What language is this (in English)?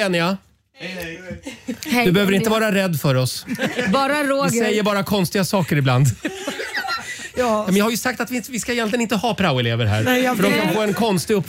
Swedish